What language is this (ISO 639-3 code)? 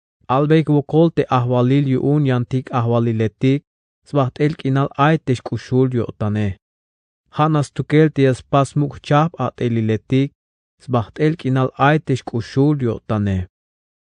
tzh